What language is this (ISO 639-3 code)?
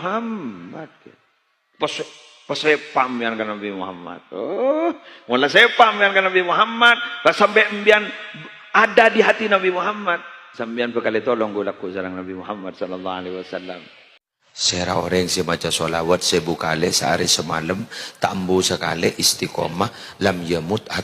mad